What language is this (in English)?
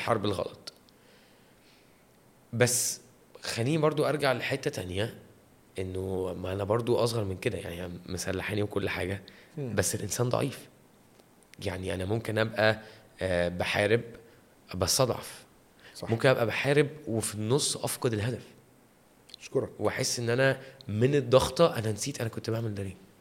Egyptian Arabic